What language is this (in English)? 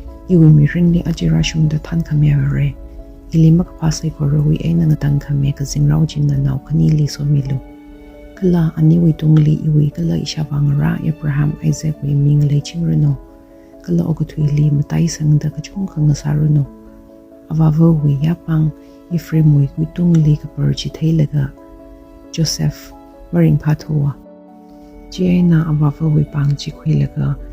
Tangkhul Naga (India)